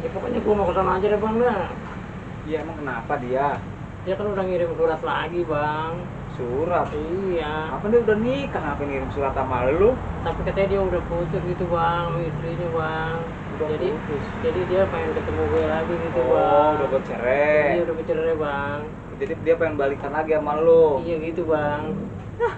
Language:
Betawi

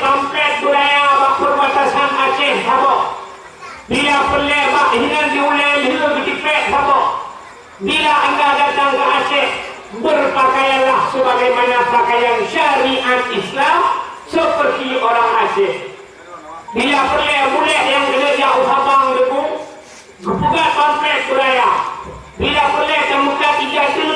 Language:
Achinese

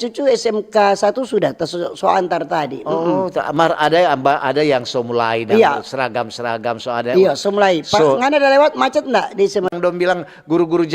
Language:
Manado Malay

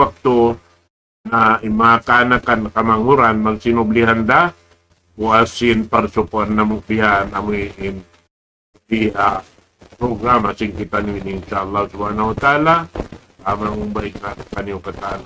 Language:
Tausug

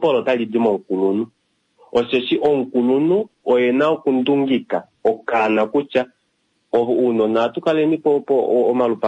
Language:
Kuanyama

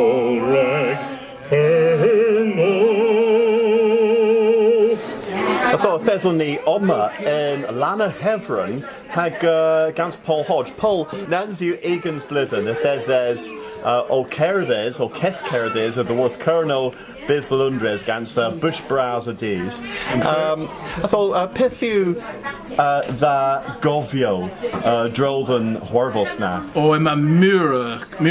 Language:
Cornish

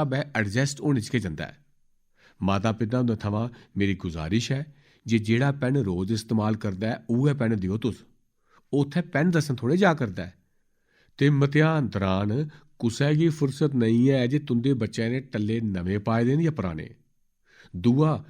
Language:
Dogri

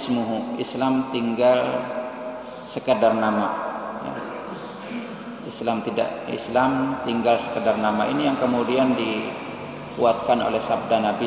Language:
Indonesian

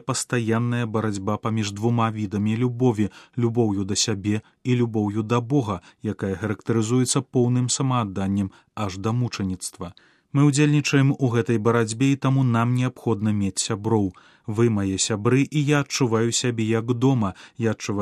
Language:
Belarusian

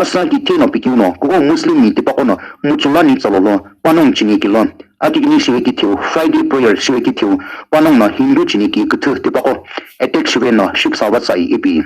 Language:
Sumi Naga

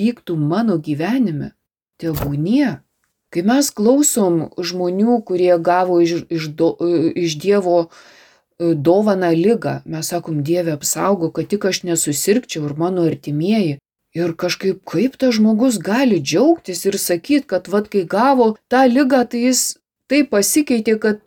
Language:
Lithuanian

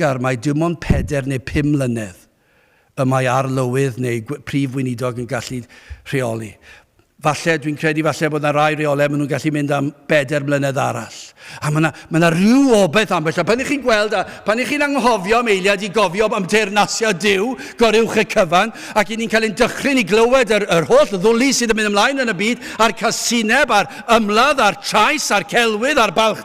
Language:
Welsh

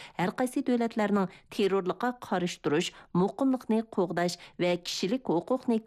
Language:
Uyghur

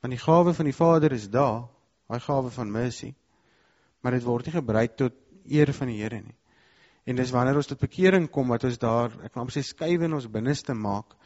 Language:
Afrikaans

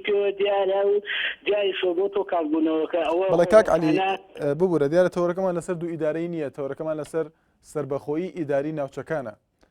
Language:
Central Kurdish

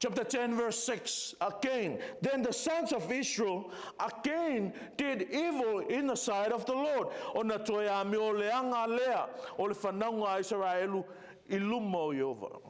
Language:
Samoan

